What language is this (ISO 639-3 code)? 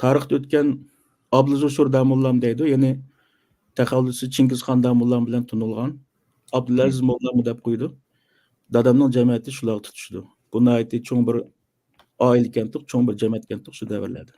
uig